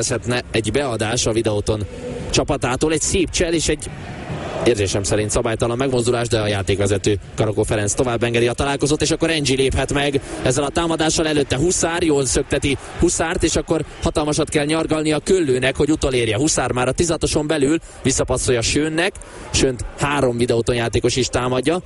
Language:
Hungarian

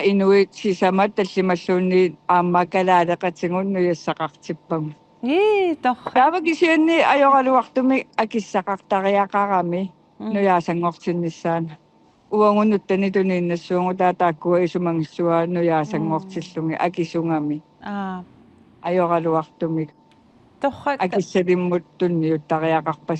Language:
Kalaallisut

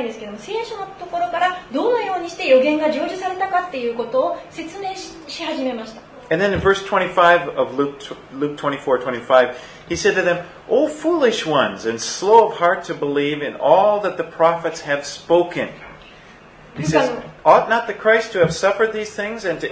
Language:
Japanese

